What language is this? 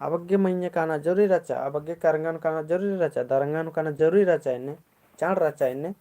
Kurukh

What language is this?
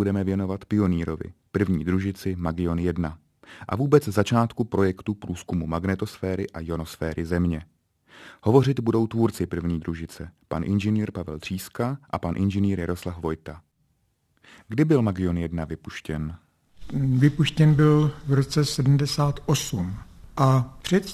Czech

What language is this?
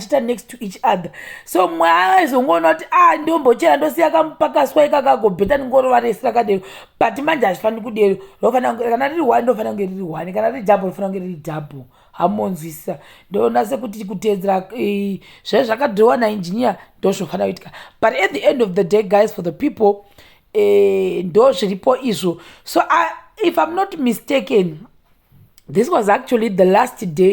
Shona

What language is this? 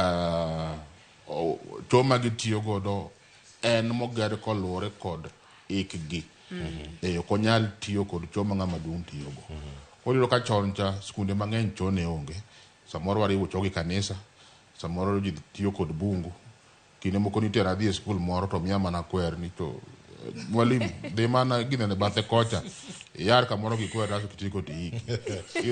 Luo (Kenya and Tanzania)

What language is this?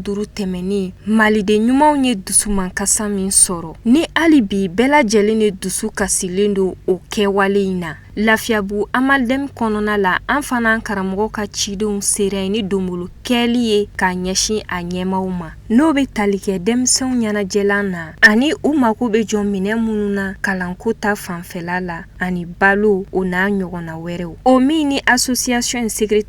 Bambara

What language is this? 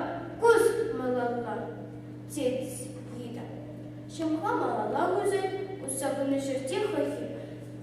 Chuvash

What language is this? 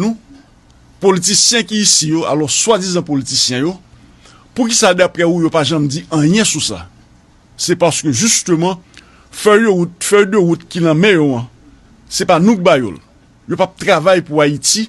Haitian Creole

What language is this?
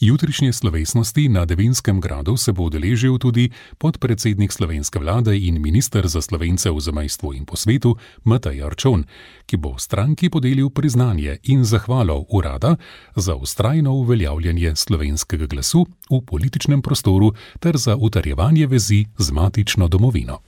Slovenian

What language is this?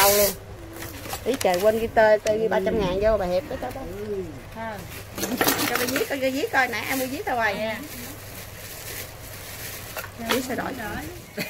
Vietnamese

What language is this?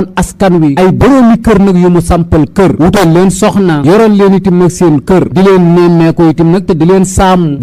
Wolof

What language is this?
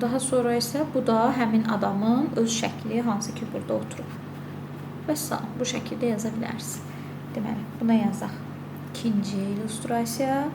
Azerbaijani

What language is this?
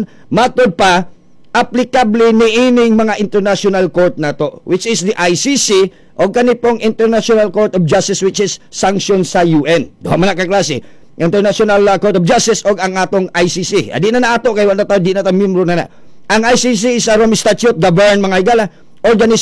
Cebuano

